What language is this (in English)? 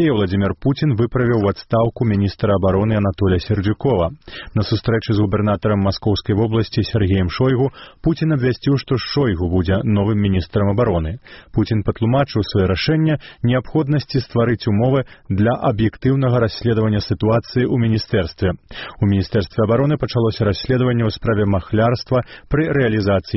Belarusian